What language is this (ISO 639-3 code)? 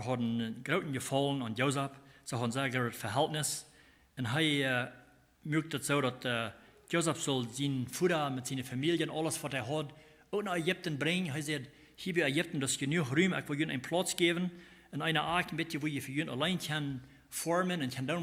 pdt